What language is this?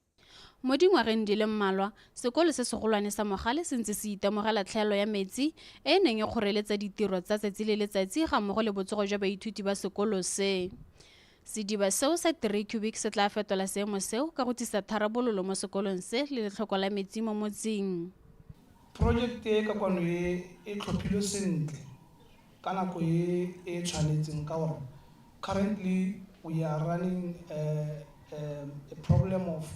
Tswana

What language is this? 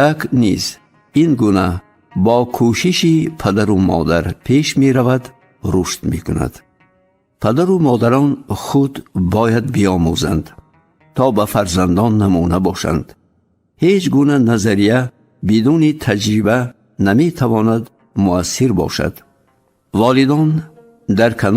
Tajik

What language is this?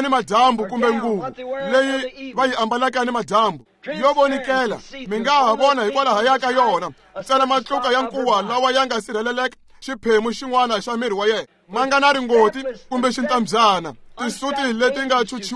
Tsonga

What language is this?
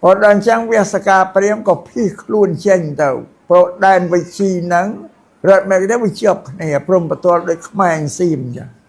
Khmer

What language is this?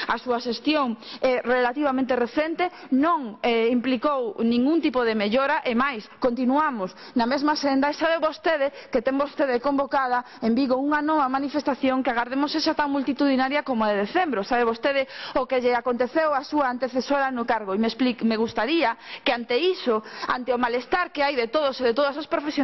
Galician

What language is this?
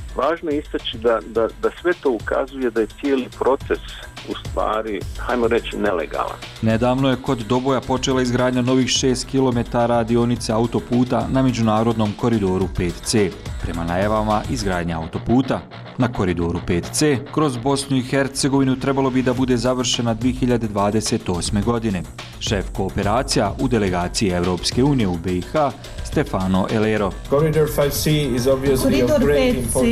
Bosnian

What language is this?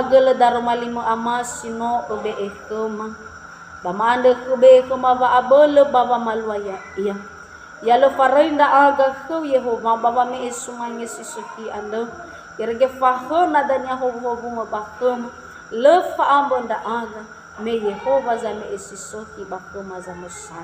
Nias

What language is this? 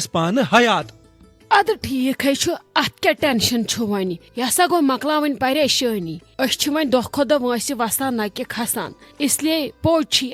Kashmiri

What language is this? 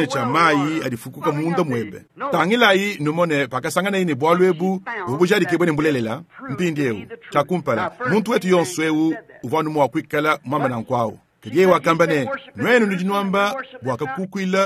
Luba-Lulua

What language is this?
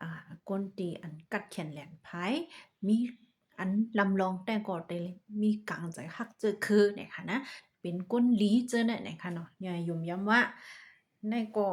Shan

